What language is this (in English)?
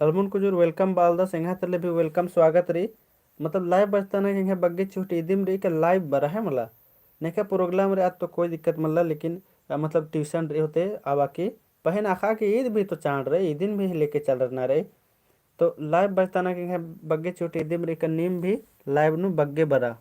Kurukh